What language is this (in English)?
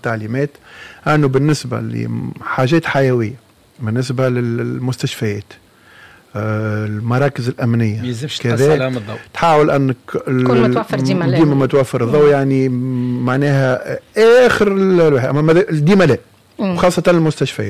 Tunisian Arabic